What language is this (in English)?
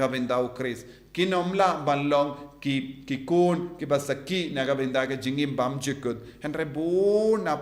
Khasi